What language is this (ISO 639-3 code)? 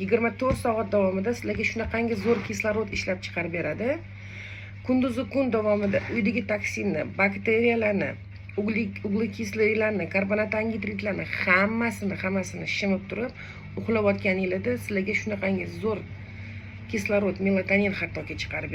uzb